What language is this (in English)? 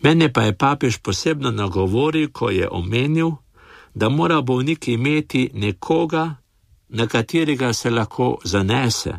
Slovenian